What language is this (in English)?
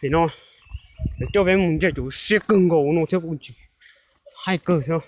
Hmong